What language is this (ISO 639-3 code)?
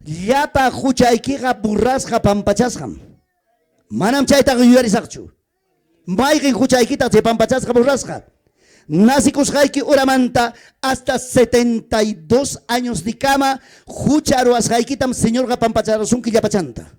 quy